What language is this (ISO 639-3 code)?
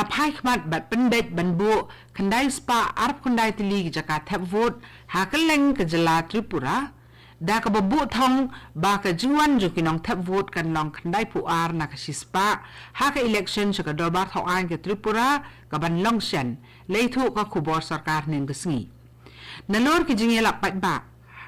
kha